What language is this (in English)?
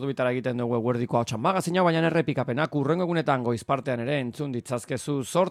Basque